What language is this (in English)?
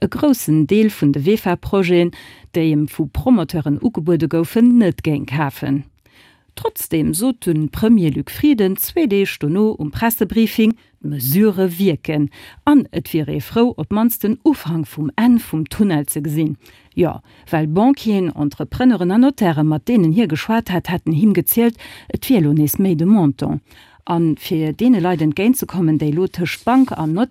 Luxembourgish